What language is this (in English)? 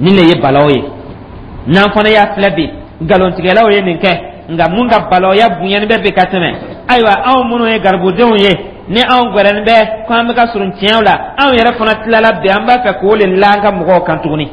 Dyula